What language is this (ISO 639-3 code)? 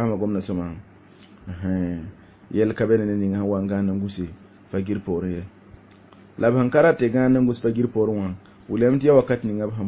mos